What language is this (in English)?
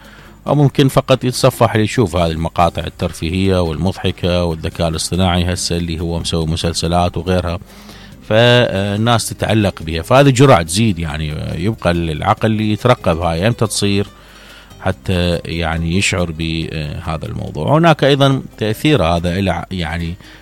Mesopotamian Arabic